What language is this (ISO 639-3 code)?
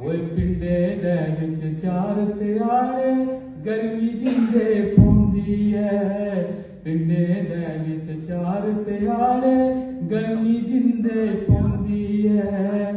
doi